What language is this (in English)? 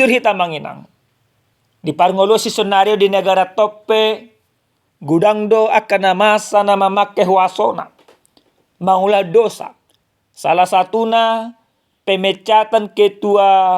Batak Toba